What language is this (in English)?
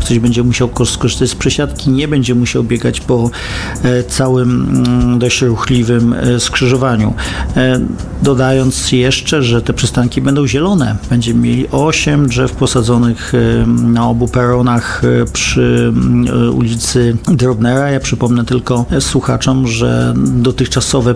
Polish